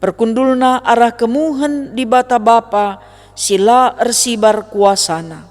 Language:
Batak Karo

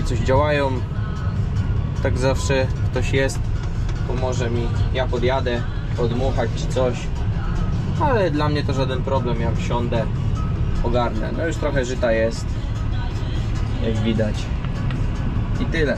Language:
Polish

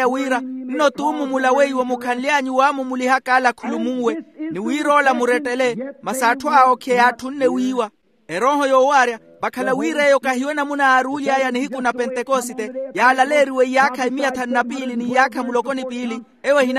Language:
Makhuwa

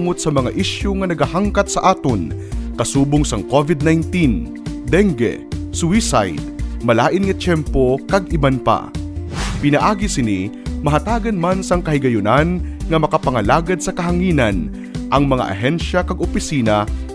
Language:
Hiligaynon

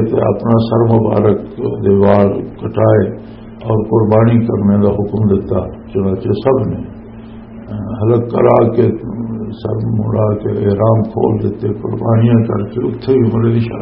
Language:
Western Panjabi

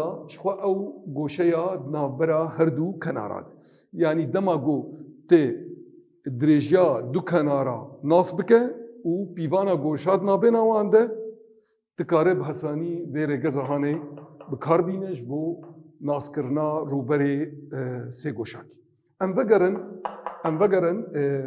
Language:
Kurdish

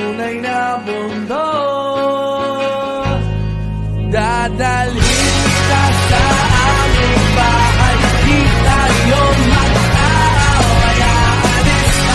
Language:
Filipino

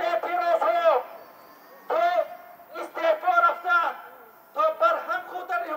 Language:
Tajik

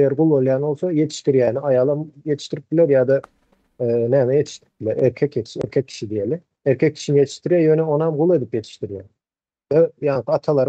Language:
Turkmen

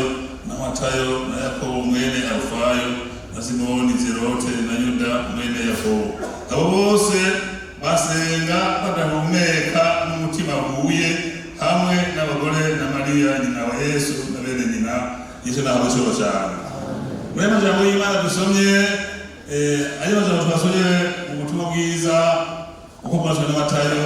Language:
Rundi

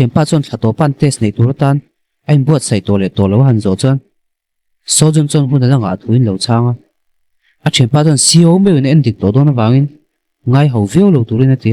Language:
Mizo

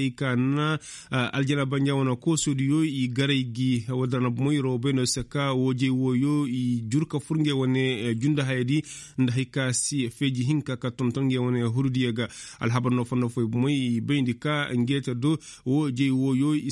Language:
Koyraboro Senni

